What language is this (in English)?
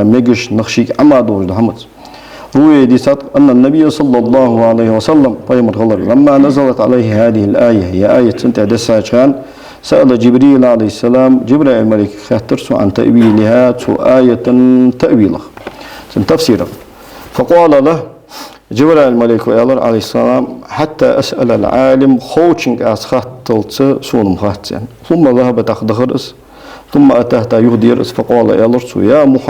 Ingush